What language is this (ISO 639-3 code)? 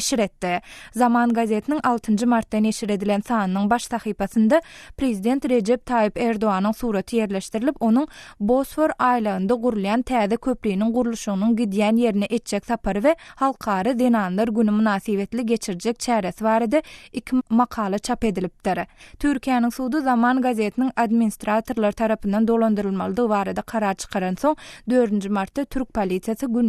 tuk